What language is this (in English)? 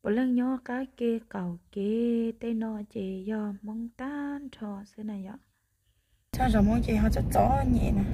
Hmong